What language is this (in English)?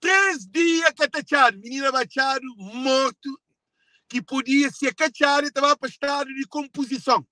Kabuverdianu